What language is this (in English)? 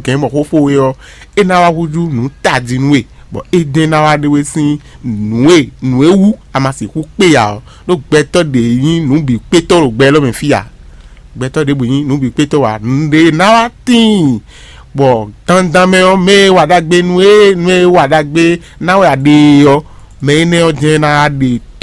Fon